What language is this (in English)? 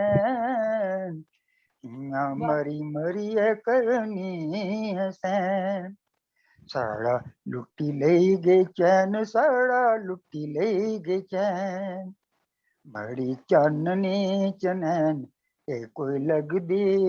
Dogri